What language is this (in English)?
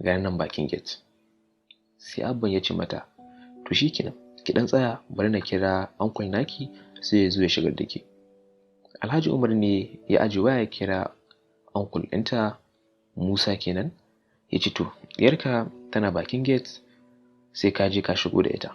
Hausa